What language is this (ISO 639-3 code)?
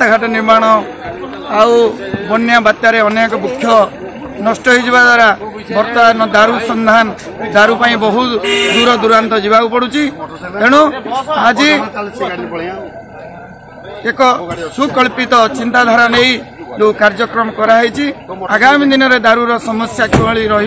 ori